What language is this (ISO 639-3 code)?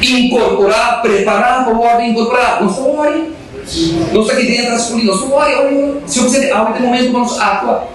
pap